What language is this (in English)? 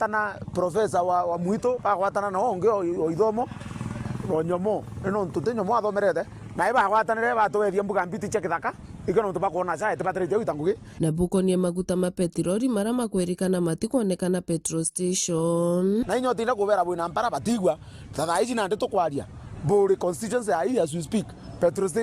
Meru